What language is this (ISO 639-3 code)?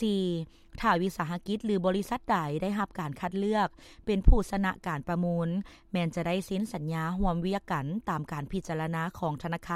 lao